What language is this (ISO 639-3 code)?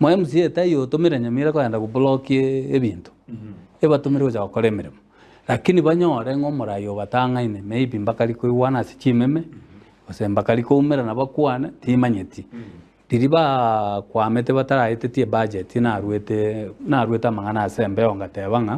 guz